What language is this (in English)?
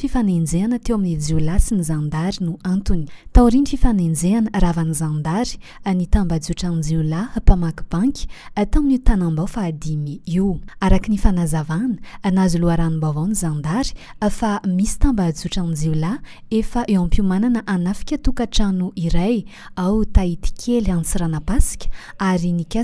Malagasy